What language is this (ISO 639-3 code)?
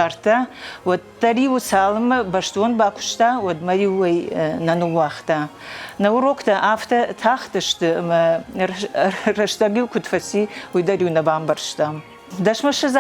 oss